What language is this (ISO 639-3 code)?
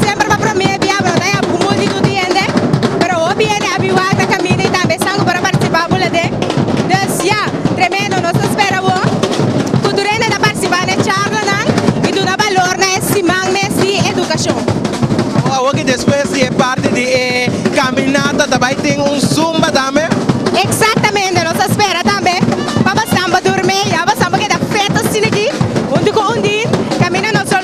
pap